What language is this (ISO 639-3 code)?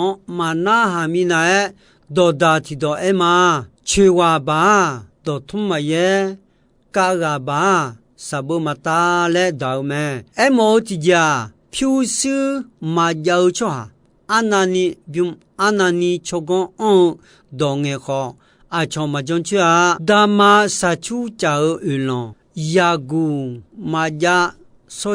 ahk